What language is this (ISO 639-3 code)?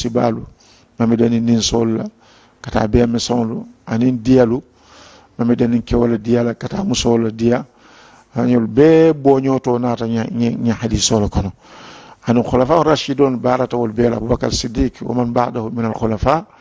man